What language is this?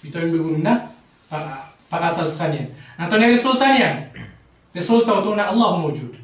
Maranao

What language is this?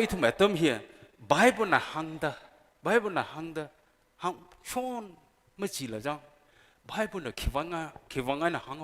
Tangkhul Naga (India)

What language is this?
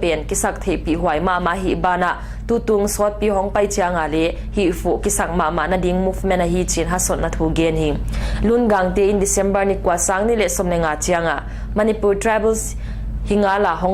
Paite Chin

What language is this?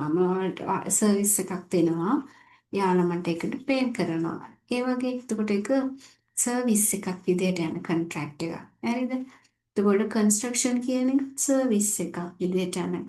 Sinhala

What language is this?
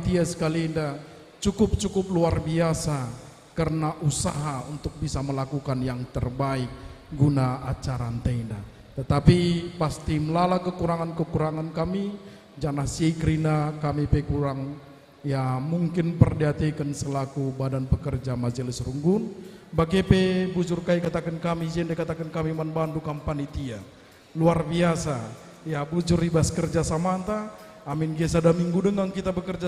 Batak Karo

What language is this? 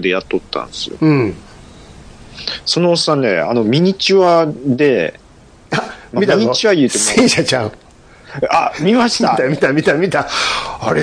Japanese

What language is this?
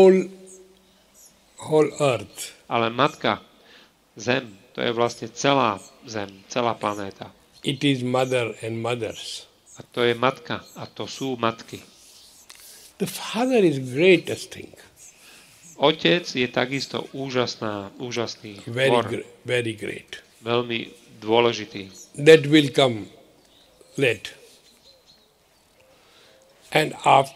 Slovak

